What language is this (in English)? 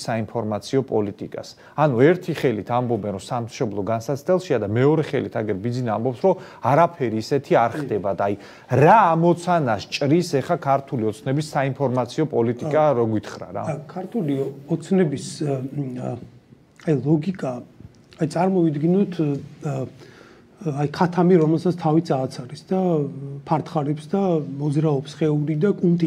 Georgian